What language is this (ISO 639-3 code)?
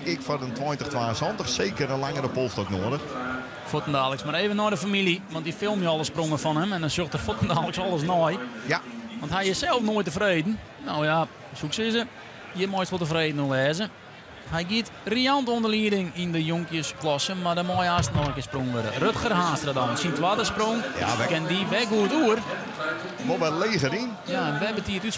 fry